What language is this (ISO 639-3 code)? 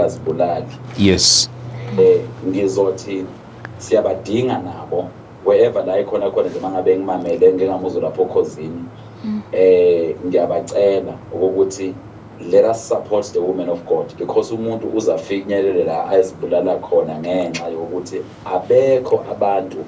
zul